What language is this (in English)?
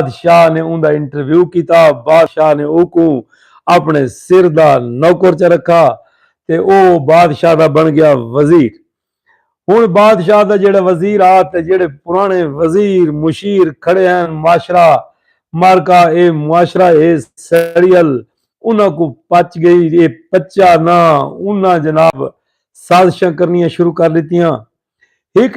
Saraiki